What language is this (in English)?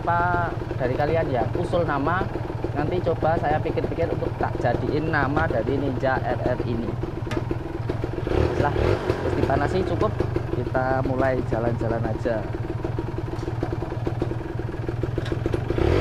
Indonesian